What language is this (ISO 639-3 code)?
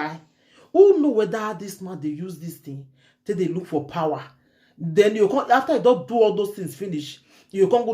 pcm